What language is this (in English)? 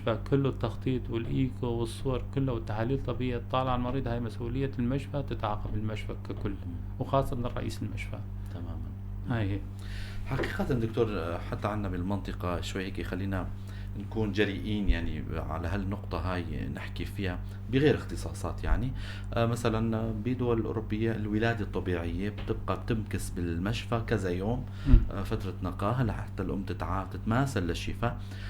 North Levantine Arabic